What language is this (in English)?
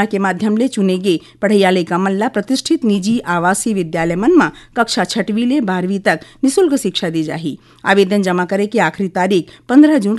Chhattisgarhi